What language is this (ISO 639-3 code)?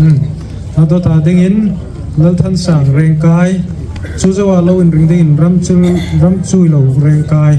hmr